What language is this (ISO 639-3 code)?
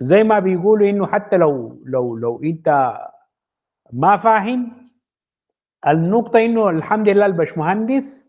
apd